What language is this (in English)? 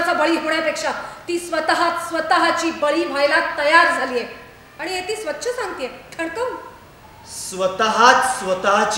Marathi